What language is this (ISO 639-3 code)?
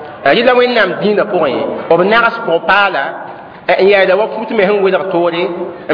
mos